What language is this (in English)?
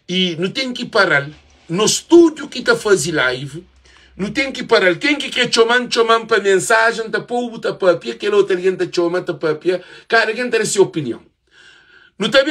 Kabuverdianu